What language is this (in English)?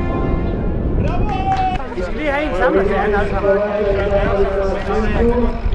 Slovak